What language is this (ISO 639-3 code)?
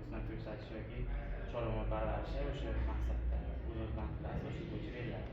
uzb